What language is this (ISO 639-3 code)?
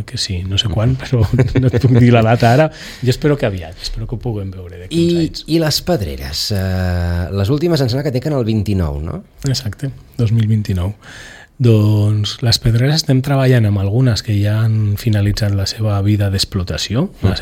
cat